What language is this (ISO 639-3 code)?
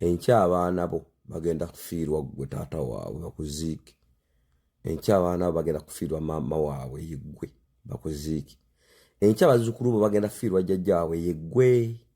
lug